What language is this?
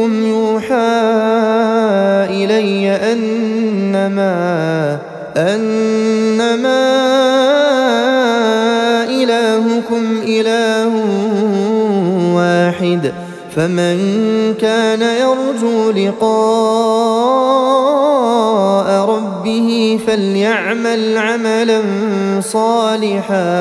Arabic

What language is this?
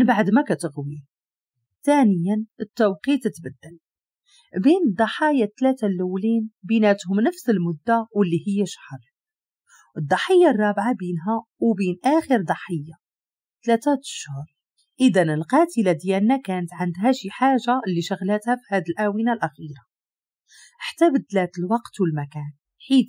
Moroccan Arabic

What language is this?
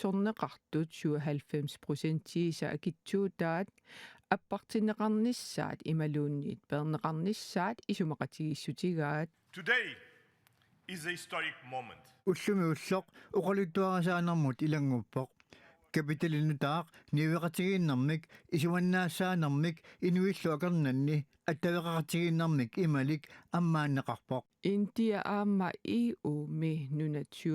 Kalaallisut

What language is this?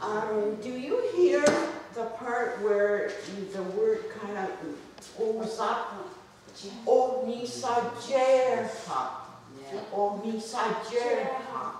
Mohawk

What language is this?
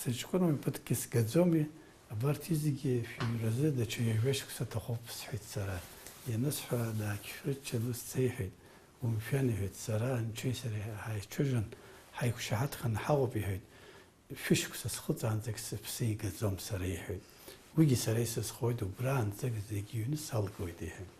Abkhazian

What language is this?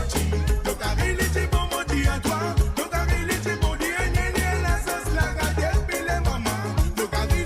Morisyen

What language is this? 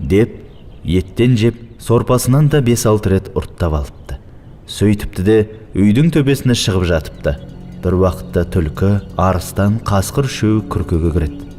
Kazakh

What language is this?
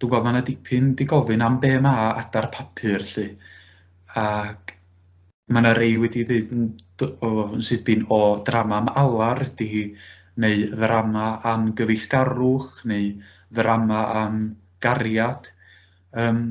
Welsh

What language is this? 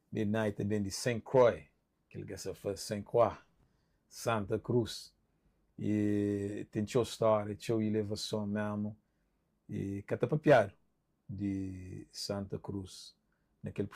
Kabuverdianu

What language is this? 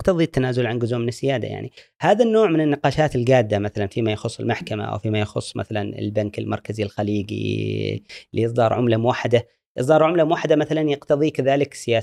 Gulf Arabic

